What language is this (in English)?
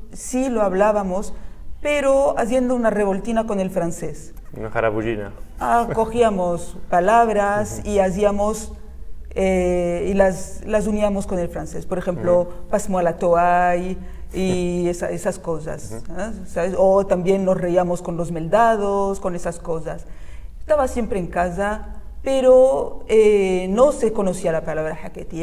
Ladino